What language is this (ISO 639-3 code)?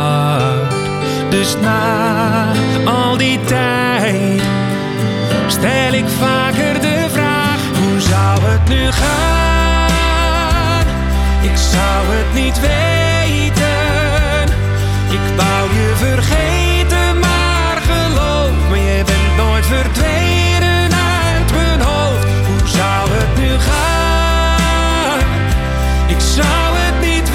nld